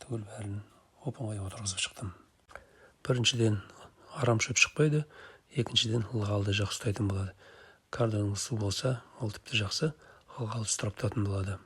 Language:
Kazakh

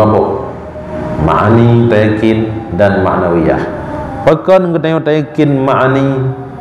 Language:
Achinese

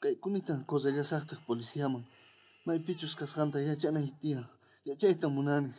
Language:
South Bolivian Quechua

